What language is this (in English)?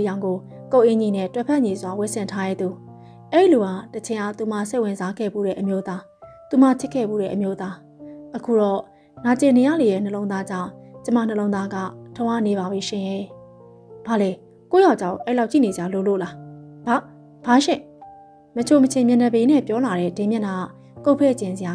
Burmese